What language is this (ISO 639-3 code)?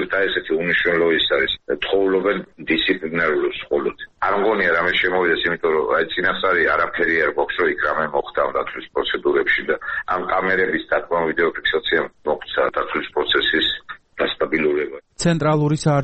kat